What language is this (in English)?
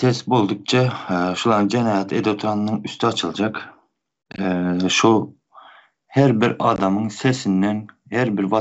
Turkmen